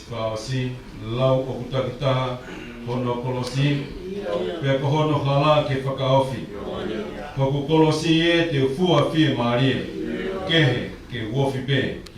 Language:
Tongan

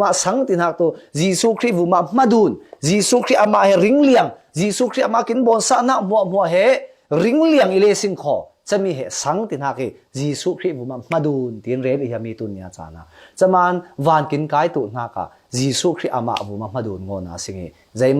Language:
Falam Chin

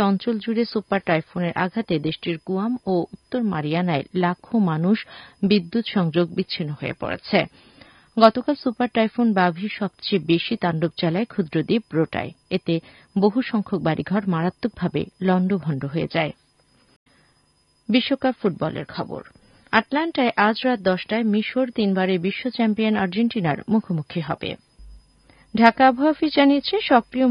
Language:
Bangla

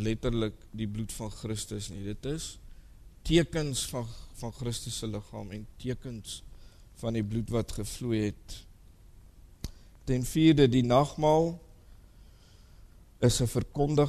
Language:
Afrikaans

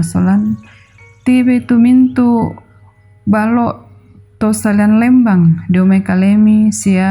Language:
Toraja-Sa'dan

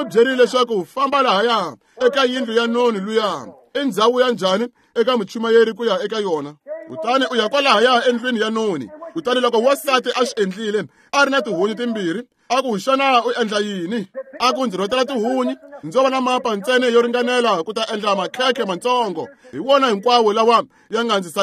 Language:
Tsonga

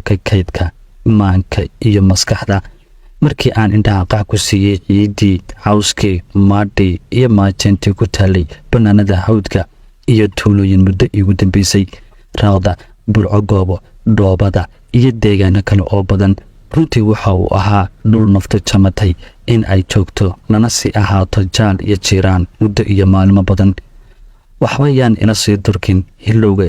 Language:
Somali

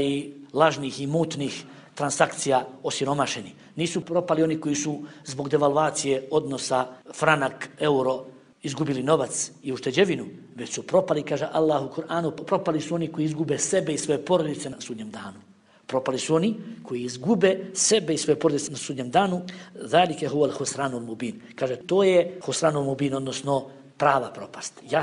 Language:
Bosnian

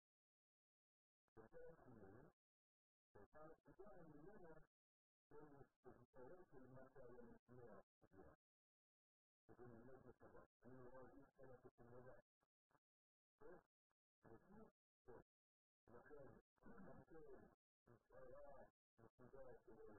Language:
Hebrew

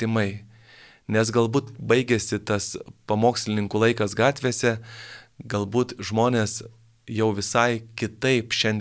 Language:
Lithuanian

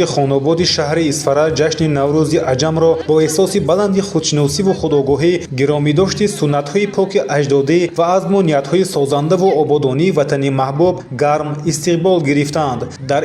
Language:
Tajik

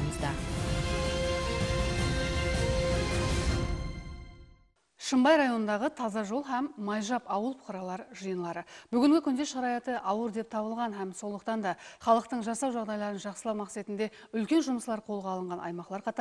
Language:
Kara-Kalpak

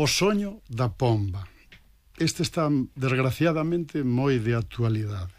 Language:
Galician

